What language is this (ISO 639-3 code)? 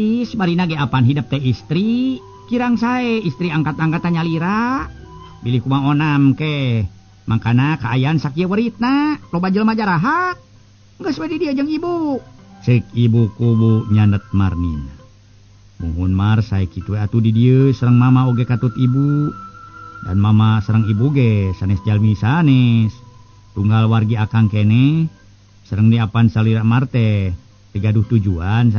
sun